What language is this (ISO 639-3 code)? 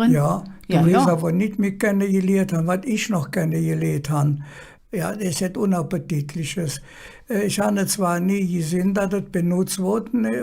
ksh